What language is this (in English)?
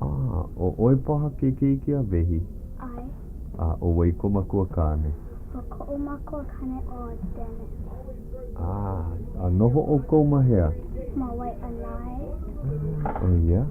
Hawaiian